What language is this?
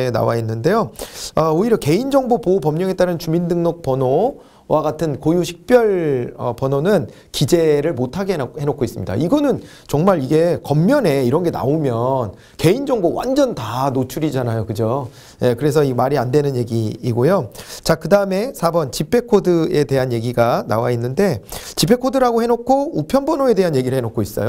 Korean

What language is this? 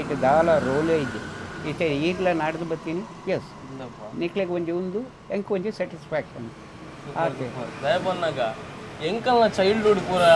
Tulu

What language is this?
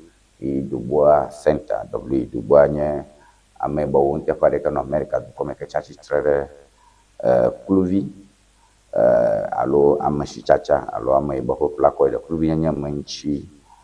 Ewe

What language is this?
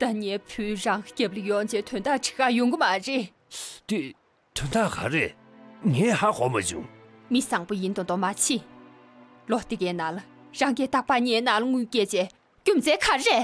Tibetan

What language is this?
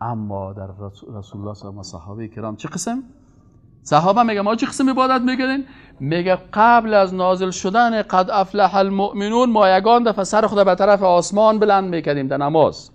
Persian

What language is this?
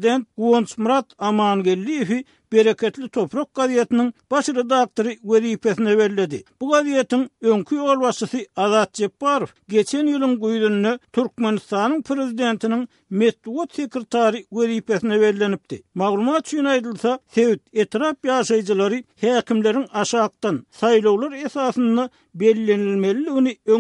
Turkmen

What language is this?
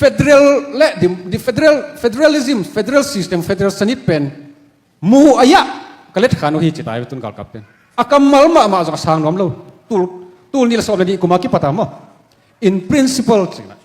Tedim Chin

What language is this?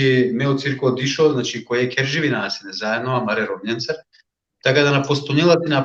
Balkan Romani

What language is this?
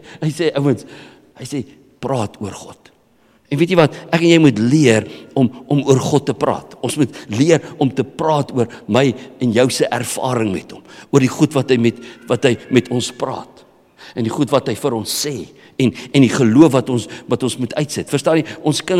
Afrikaans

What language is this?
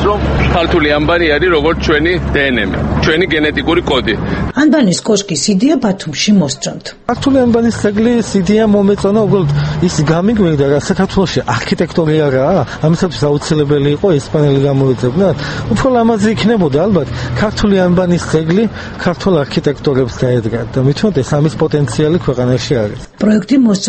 Georgian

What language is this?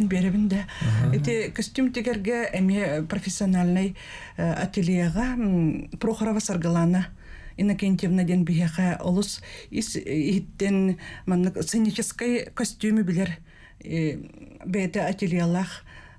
Yakut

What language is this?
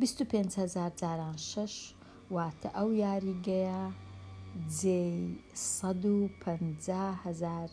Central Kurdish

